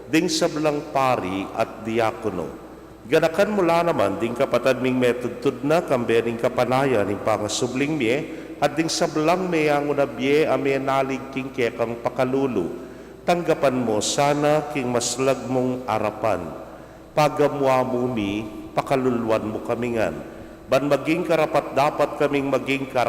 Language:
Pampanga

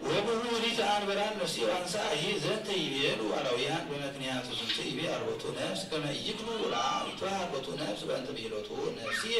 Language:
Geez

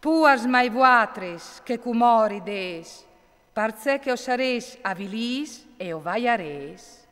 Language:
Friulian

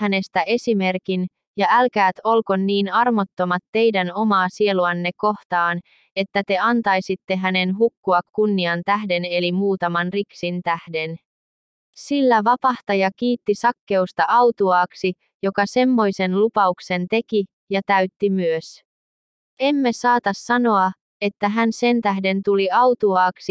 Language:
Finnish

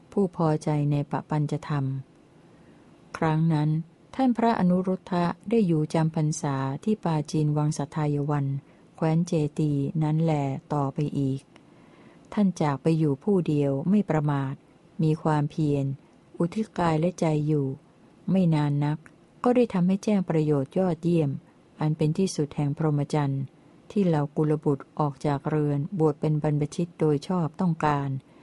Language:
Thai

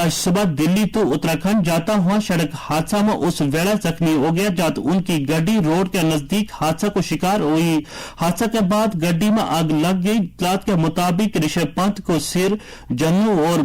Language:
Gujari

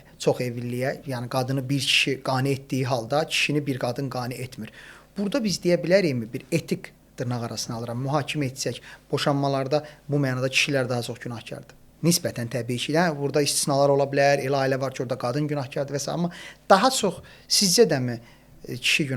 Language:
Azerbaijani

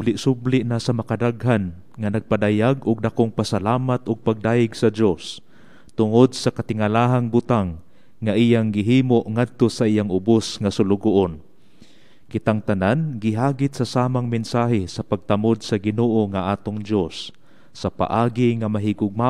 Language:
Cebuano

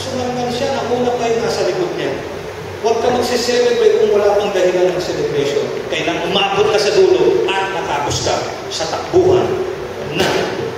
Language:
Filipino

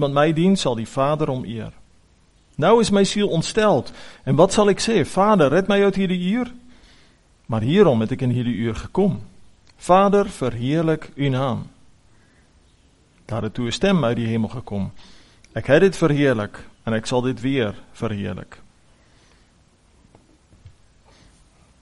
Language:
Afrikaans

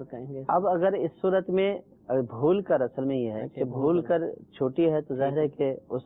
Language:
Urdu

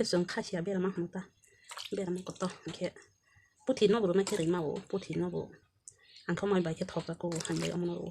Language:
Kok Borok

